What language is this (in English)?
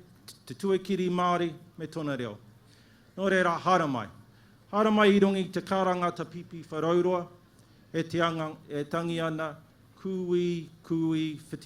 Māori